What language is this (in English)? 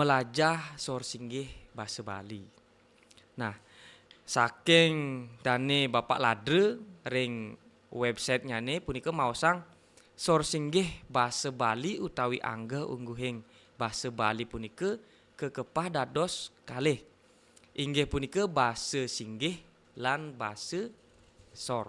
Balinese